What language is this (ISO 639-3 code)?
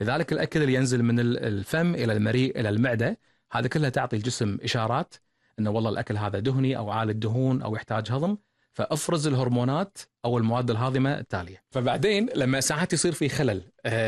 afb